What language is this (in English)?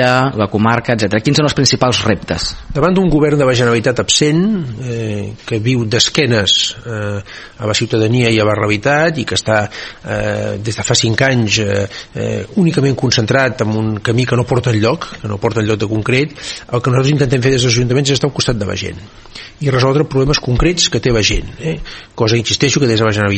Catalan